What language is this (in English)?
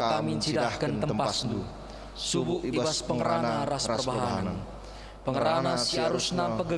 Batak Karo